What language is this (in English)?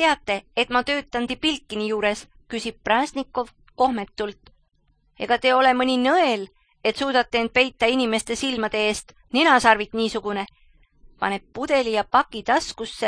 Estonian